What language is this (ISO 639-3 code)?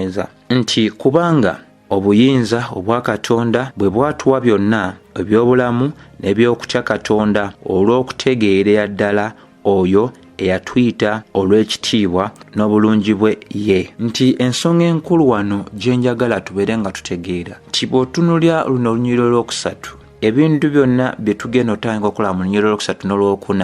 lug